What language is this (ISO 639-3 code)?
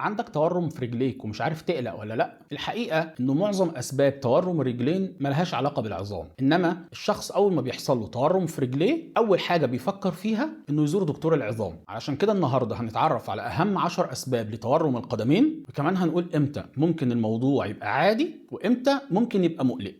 arz